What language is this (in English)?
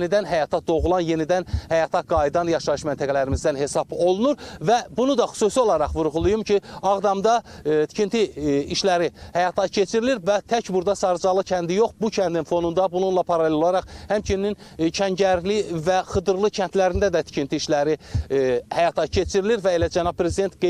Azerbaijani